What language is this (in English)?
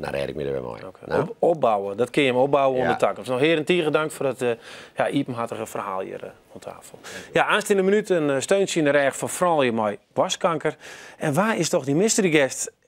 Western Frisian